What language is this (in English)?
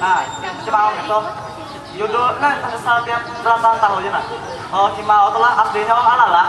Banjar